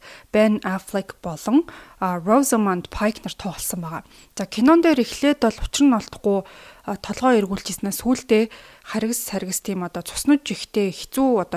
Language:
Mongolian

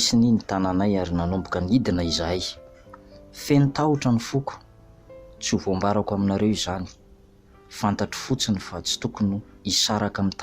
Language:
Malagasy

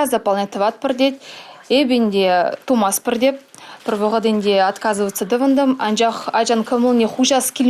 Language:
Chuvash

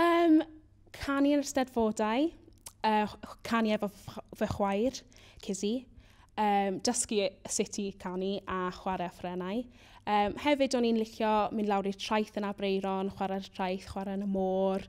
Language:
Welsh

